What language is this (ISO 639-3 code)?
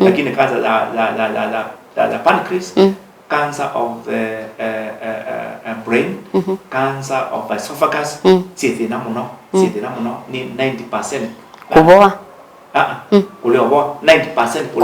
kam